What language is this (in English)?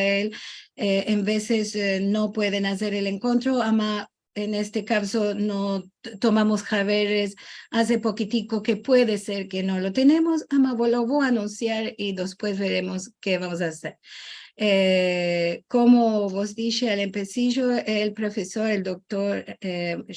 Ladino